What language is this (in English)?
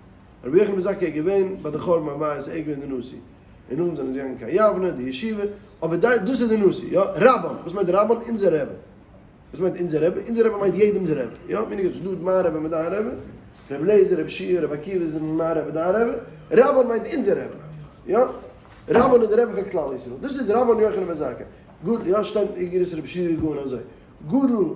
Yiddish